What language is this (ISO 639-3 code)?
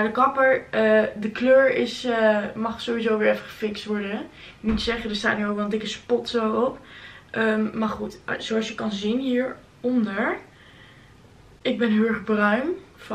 nld